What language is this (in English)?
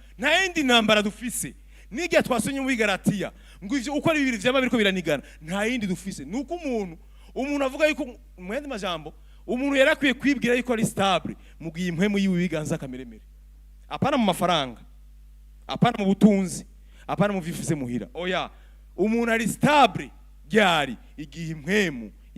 Rundi